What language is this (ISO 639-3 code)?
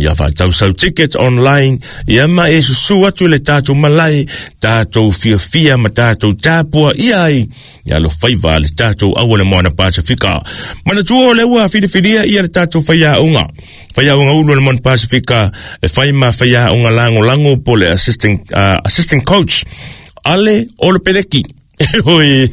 smo